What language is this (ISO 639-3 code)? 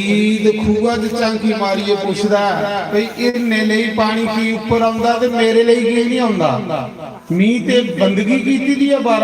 doi